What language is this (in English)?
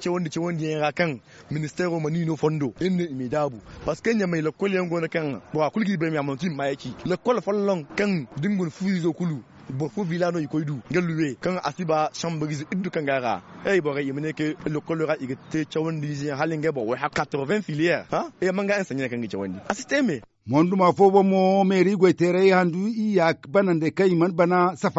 Zarma